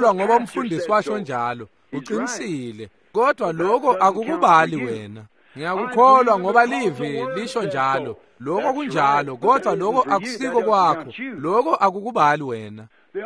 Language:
Swati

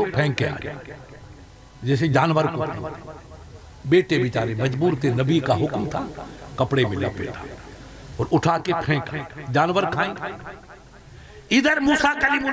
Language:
Urdu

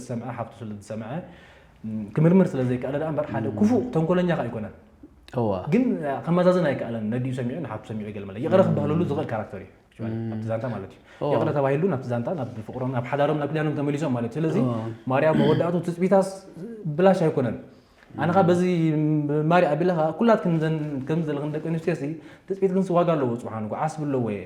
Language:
Tigrinya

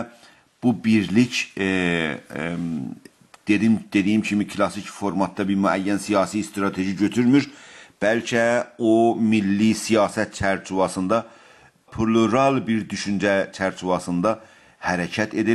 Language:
South Azerbaijani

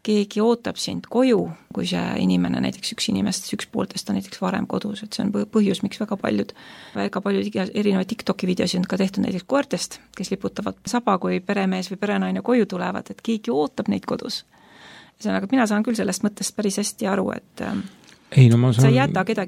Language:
Estonian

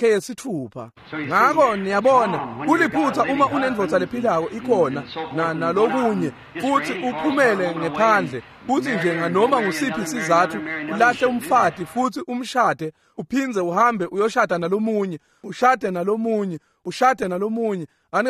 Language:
Swati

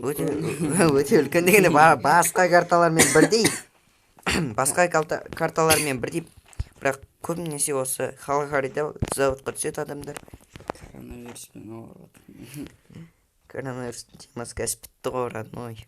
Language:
Kazakh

